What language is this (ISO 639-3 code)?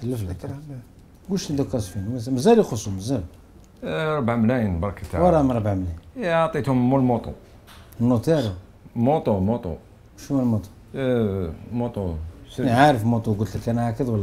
arq